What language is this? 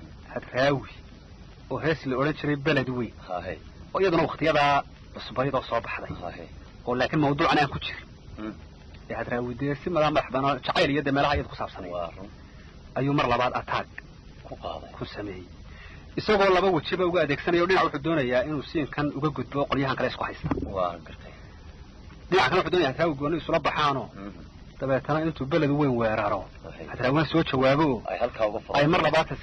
Somali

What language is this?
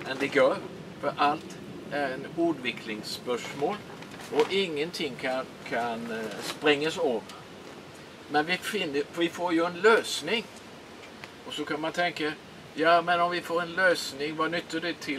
Swedish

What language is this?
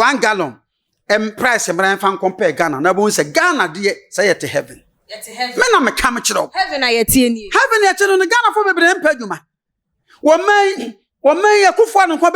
Akan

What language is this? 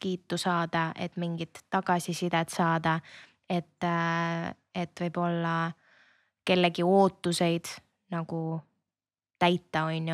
Estonian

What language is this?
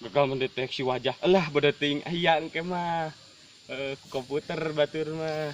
Sundanese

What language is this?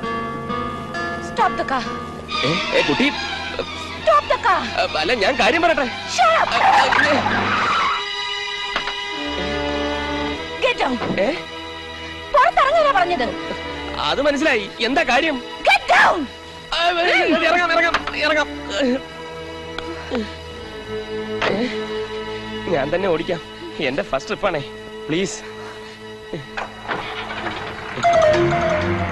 Malayalam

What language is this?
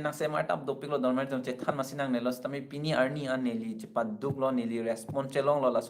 Karbi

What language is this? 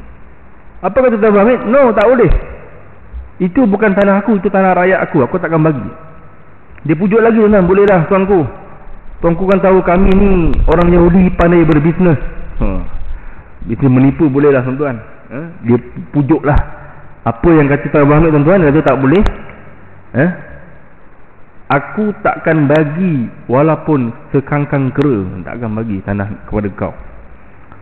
Malay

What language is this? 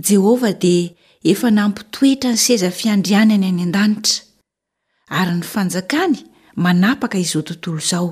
Malagasy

